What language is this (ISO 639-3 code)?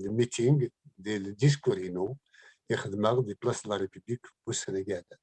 kab